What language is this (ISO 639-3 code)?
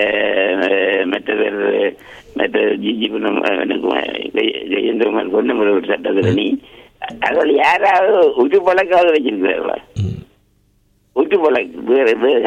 tam